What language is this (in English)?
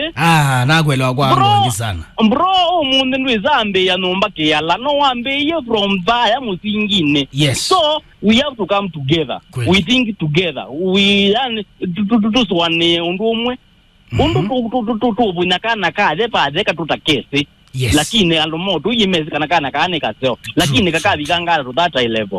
Kamba